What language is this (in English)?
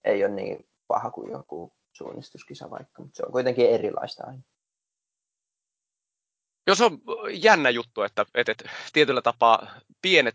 Finnish